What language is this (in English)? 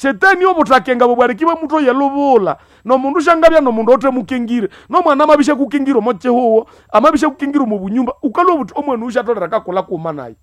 Nande